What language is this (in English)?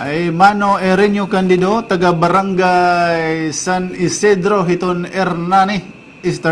Waray